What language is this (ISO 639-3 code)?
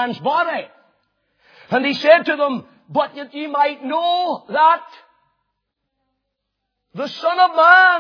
eng